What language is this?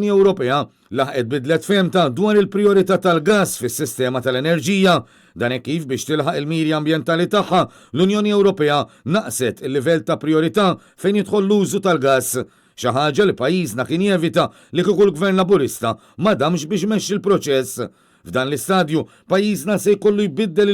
Maltese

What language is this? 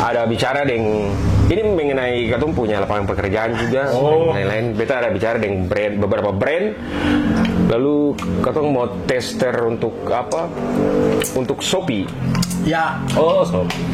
Ambonese Malay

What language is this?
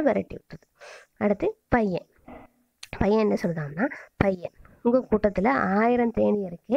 Tamil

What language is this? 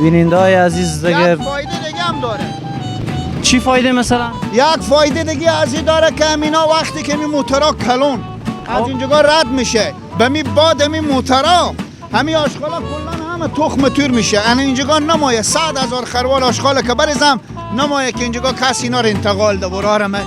Persian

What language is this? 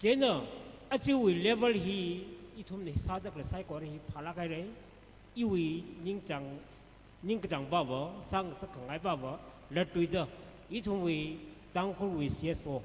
Tangkhul Naga (India)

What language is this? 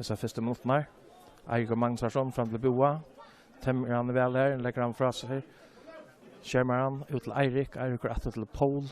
Faroese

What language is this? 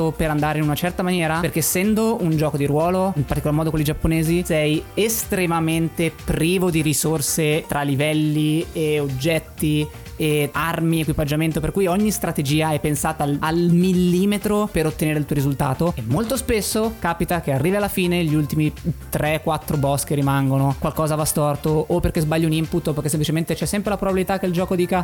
Italian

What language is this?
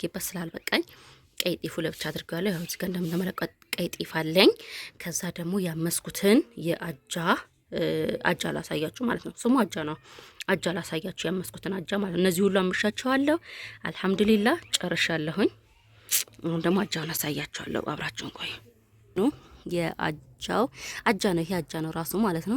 Amharic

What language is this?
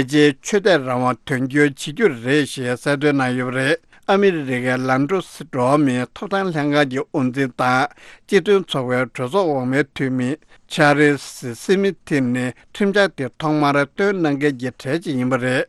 Tibetan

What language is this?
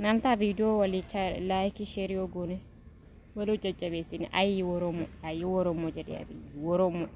Oromo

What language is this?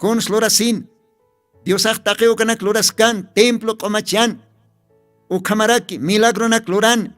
Aymara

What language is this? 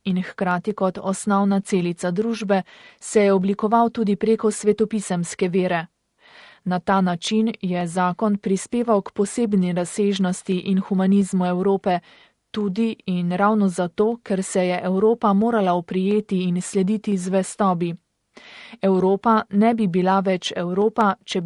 Slovenian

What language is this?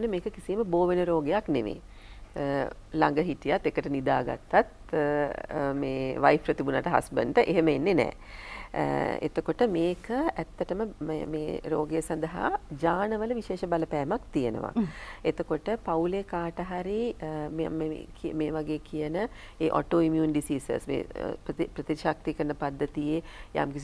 Sinhala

